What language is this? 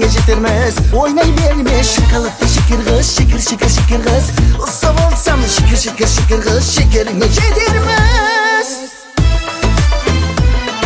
Kazakh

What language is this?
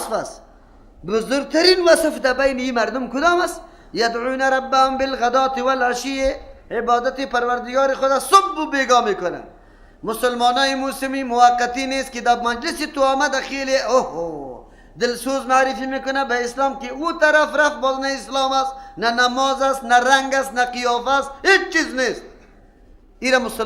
Persian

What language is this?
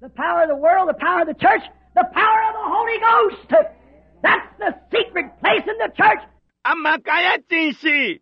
Bemba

